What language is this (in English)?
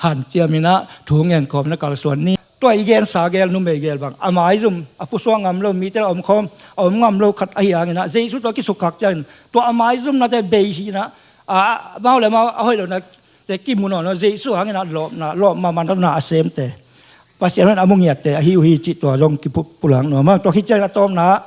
Tedim Chin